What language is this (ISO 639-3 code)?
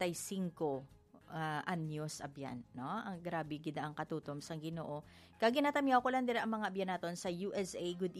hil